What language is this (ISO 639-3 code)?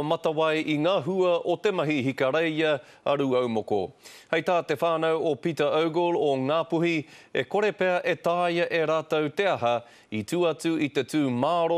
mri